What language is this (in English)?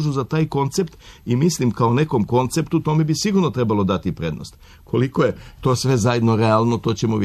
Serbian